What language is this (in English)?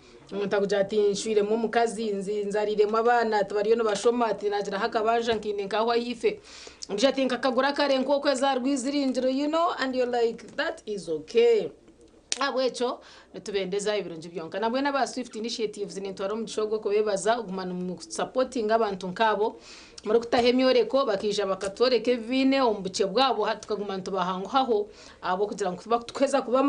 Nyankole